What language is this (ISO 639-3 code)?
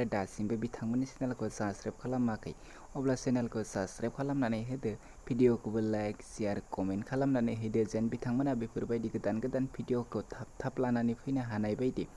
brx